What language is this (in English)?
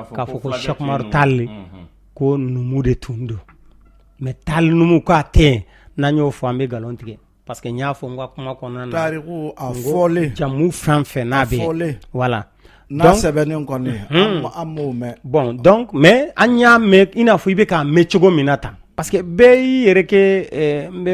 Bambara